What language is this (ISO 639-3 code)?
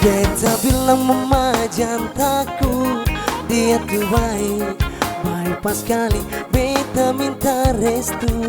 abs